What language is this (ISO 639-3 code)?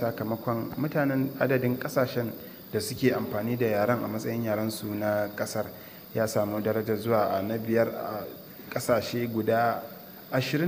hau